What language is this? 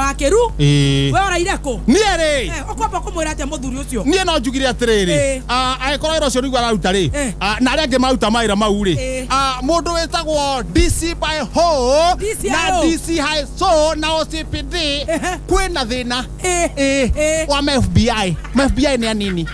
Kikuyu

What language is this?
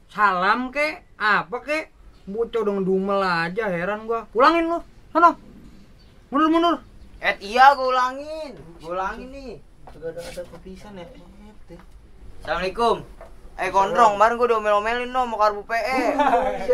Betawi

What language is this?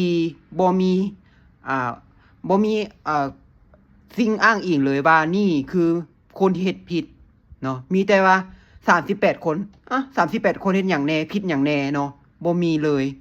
Lao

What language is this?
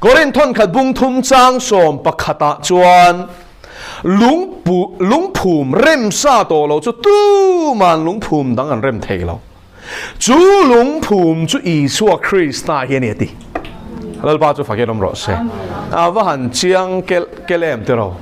Mizo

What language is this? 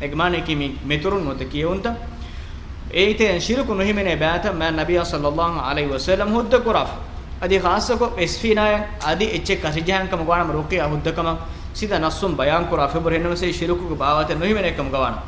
Divehi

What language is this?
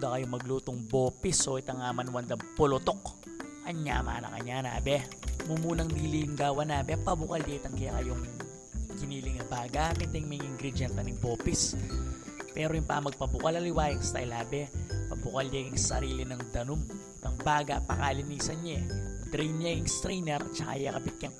Pampanga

